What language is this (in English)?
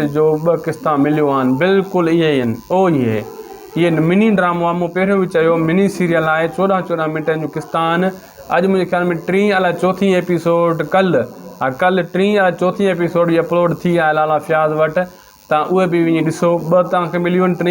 Sindhi